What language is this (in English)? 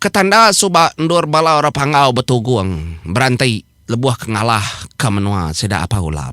Iban